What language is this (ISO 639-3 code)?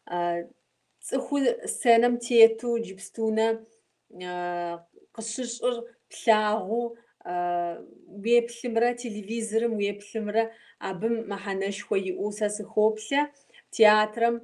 kbd